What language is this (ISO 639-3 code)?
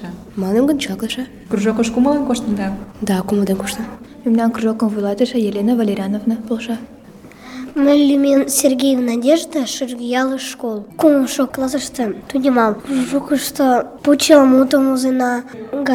chm